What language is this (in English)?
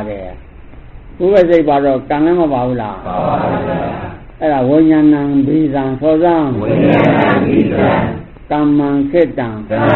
Burmese